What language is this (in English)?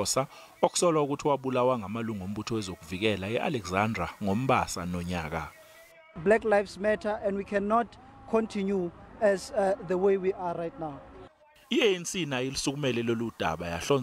Zulu